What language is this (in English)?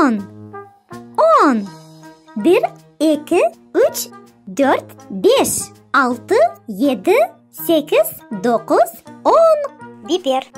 Crimean Tatar